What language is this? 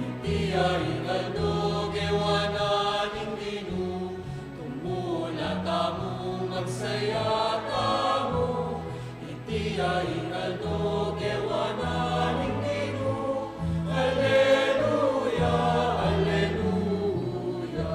Pampanga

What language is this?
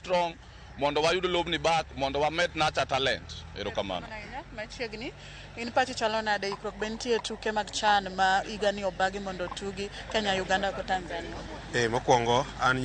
Luo (Kenya and Tanzania)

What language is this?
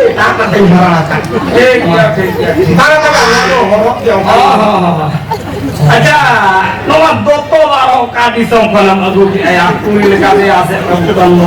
Santali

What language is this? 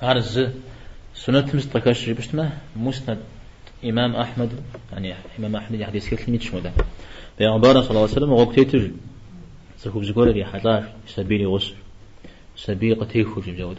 Kabardian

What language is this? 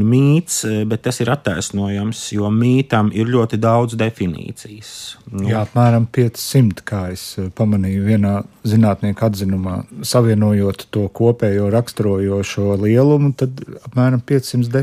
Latvian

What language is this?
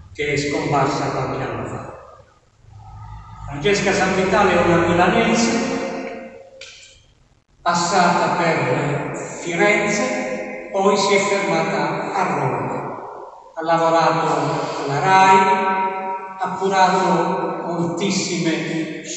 Italian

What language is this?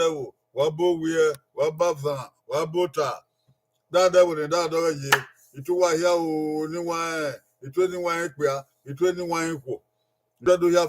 Bini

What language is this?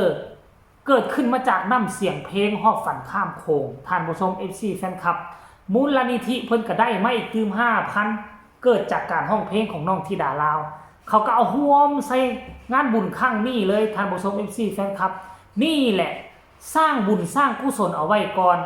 Northeastern Thai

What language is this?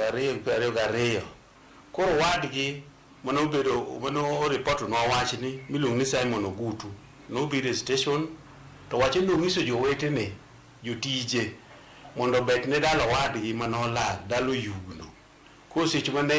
Luo (Kenya and Tanzania)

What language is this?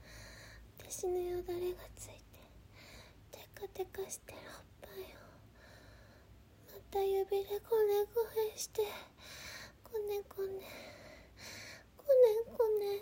Japanese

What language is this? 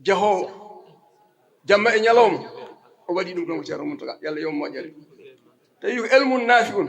Fula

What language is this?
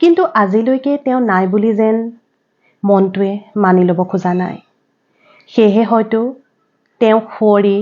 Assamese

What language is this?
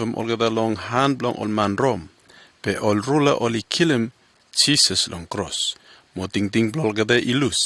Bislama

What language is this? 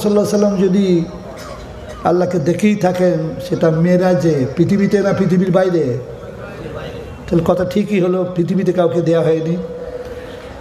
Bangla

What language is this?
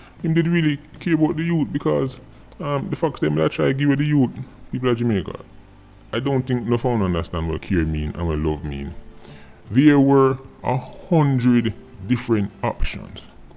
Jamaican Creole English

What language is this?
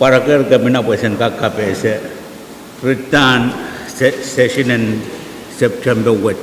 Pohnpeian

